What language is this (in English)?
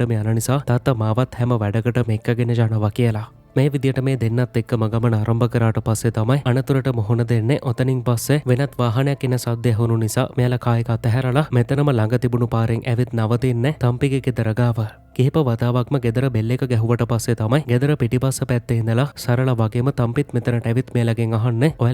Sinhala